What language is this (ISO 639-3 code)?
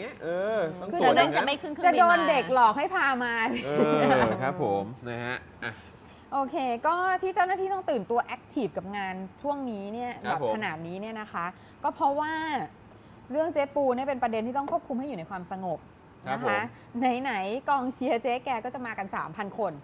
tha